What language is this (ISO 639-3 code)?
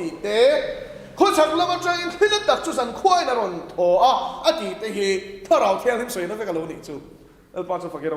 lus